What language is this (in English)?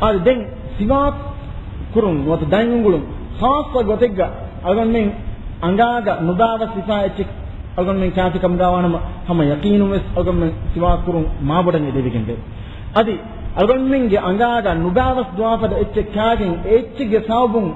Divehi